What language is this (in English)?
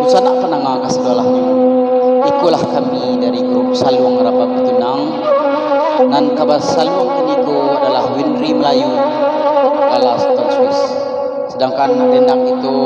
Minangkabau